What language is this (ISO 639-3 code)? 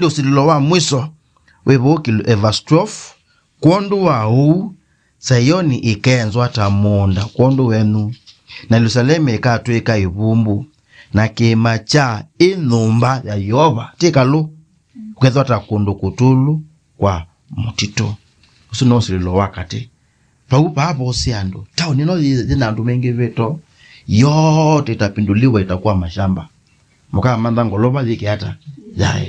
kam